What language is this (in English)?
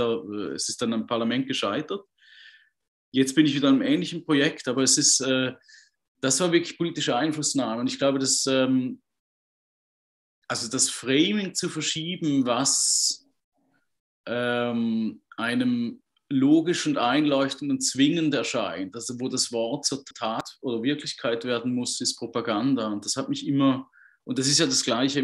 German